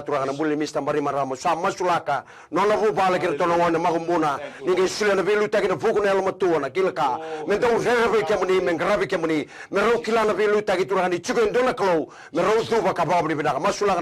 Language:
Fijian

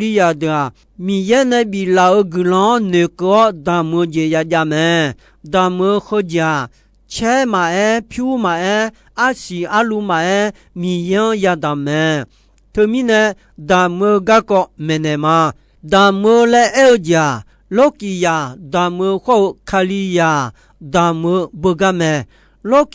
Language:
Akha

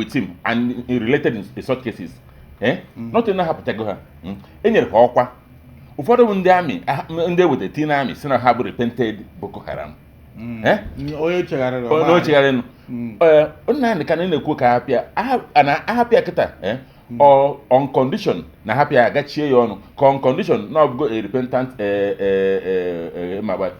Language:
Igbo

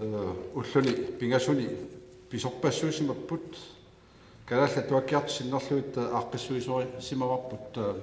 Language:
Kalaallisut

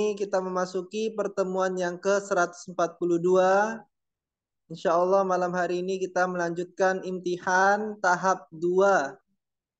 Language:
Indonesian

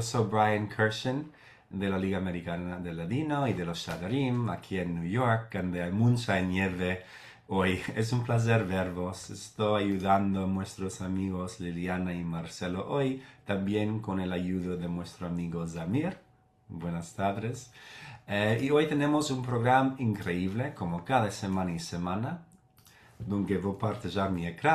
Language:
Ladino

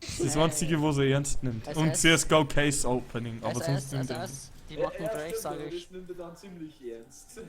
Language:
Bavarian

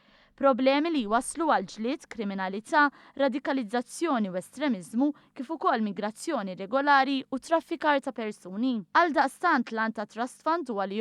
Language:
Maltese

